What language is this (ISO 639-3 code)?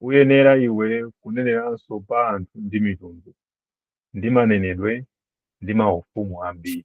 nya